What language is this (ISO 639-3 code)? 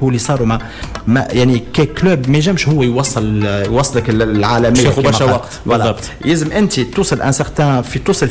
aeb